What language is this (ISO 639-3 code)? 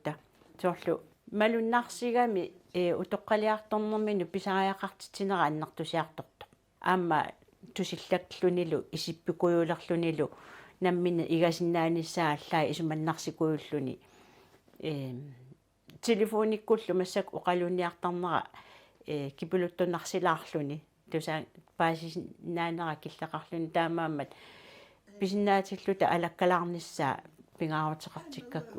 kal